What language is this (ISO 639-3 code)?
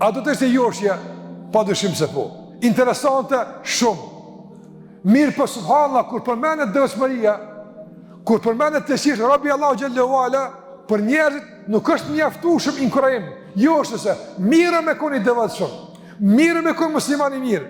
sqi